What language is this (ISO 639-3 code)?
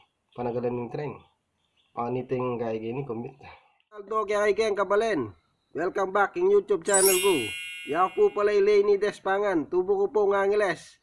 pam